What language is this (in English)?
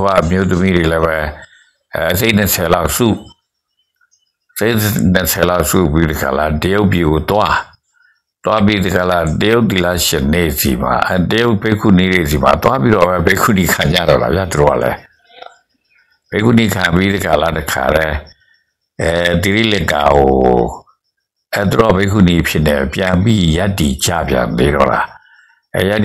Burmese